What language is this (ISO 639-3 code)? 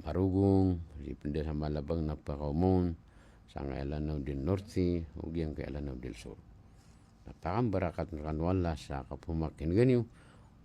mrw